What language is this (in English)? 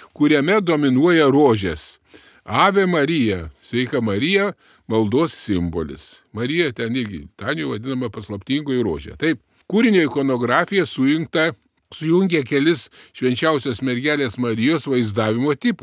Lithuanian